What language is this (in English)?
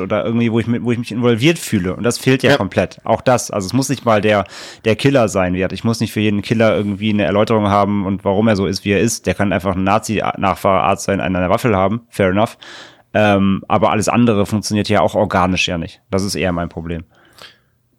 German